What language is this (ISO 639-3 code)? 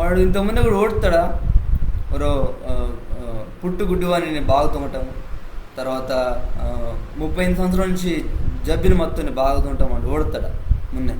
kff